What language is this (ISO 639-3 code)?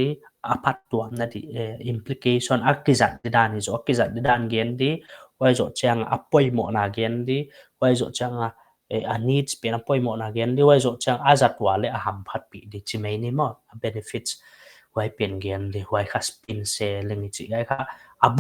pck